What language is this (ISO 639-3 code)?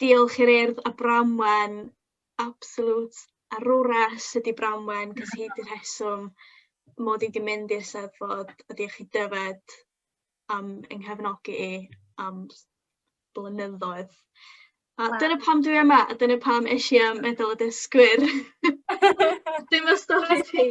cym